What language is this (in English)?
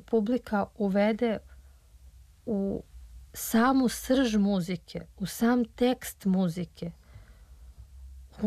Serbian